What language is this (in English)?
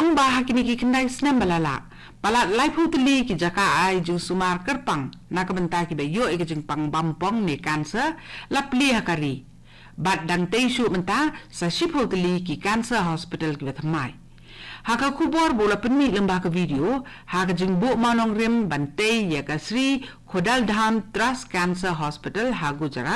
Khasi